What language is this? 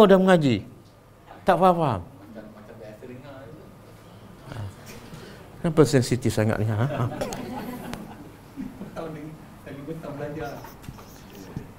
Malay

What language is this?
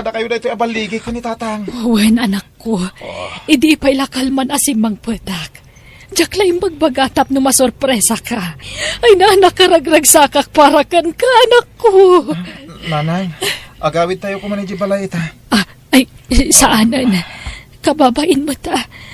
Iloko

